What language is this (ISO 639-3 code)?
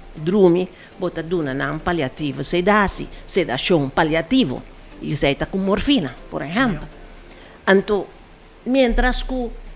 pap